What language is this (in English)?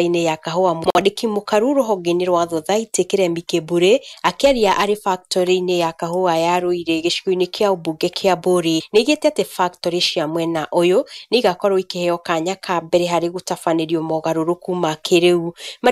Kikuyu